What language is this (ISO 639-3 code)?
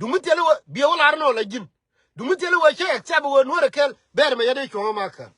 nus